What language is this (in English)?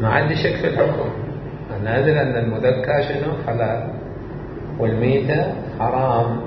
Mesopotamian Arabic